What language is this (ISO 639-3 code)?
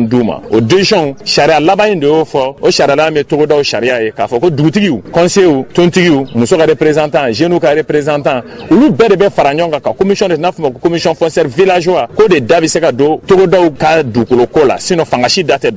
bam